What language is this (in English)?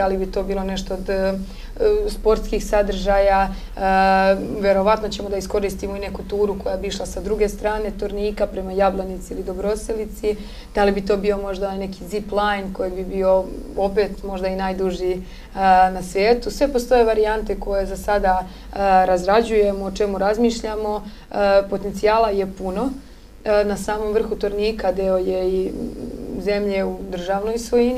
Serbian